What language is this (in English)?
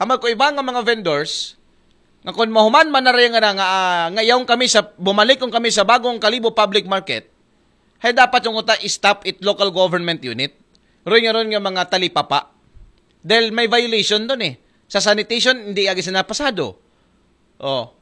Aklanon